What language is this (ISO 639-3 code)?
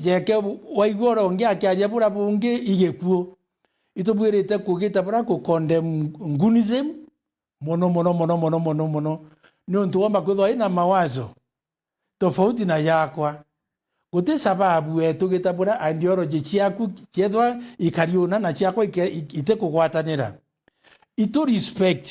mer